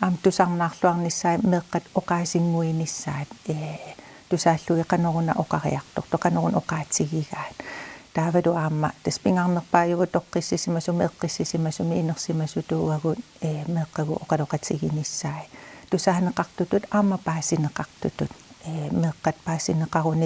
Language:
Kalaallisut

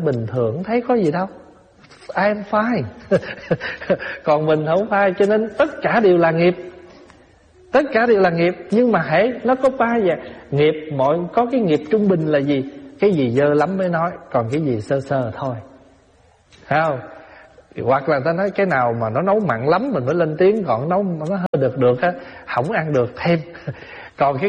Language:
Vietnamese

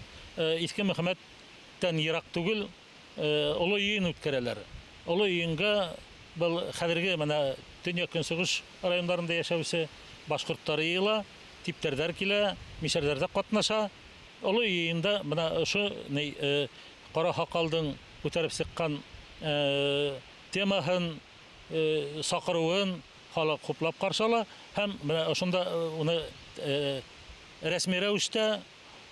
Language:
Bashkir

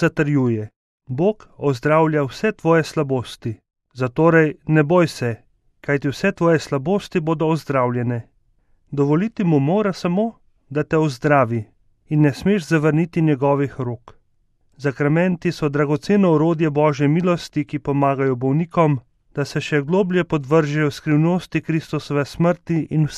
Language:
Slovenian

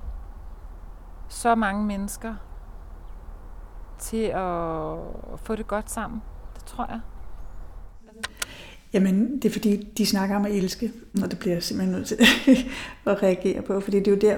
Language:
Danish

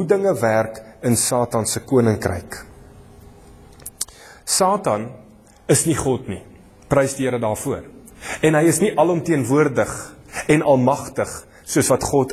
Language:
Afrikaans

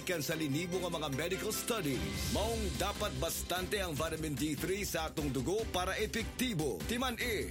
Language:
Cebuano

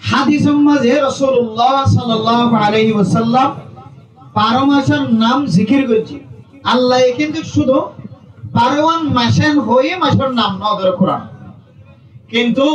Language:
Rohingya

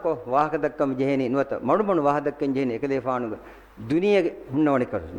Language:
Divehi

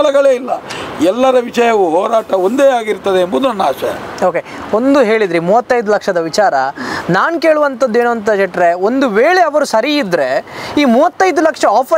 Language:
Kannada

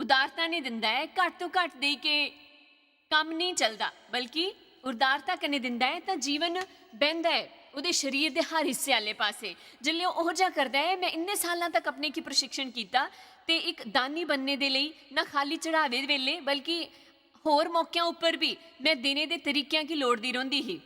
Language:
Dogri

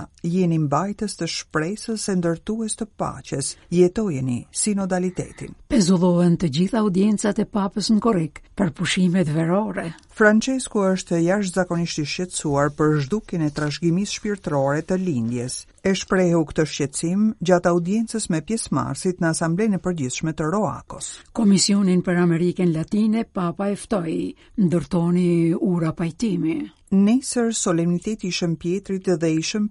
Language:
Albanian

